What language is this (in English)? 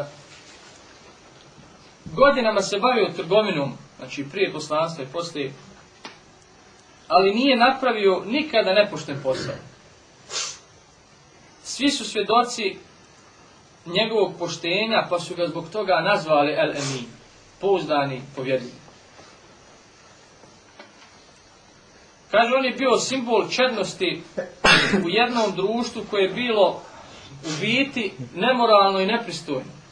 Bosnian